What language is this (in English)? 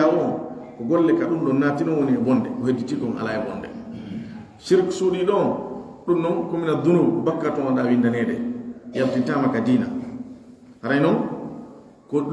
Pular